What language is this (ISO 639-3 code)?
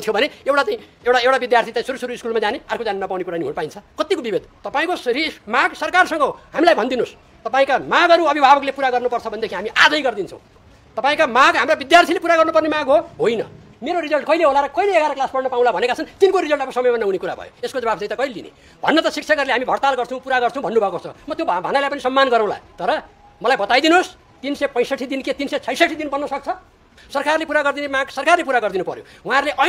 nep